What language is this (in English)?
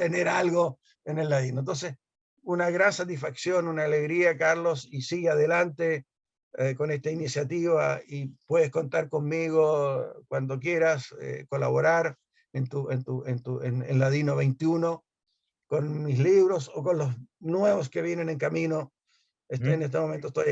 Ladino